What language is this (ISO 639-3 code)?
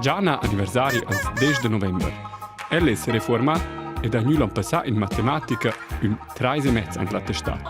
roh